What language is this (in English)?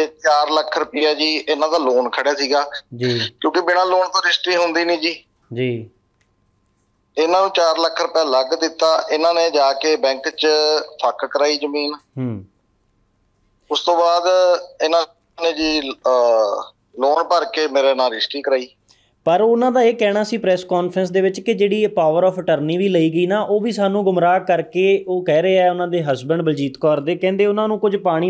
Punjabi